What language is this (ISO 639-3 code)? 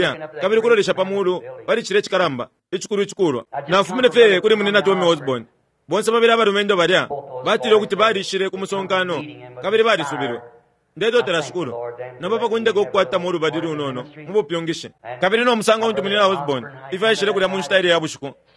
bem